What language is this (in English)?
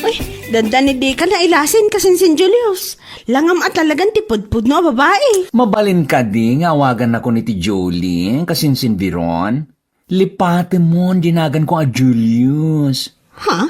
Iloko